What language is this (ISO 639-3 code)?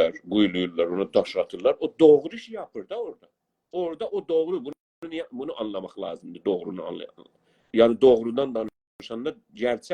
azb